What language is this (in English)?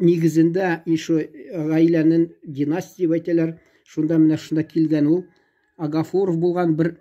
Tatar